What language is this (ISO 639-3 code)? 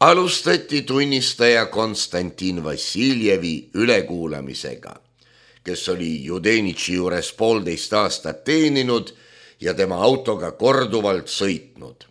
est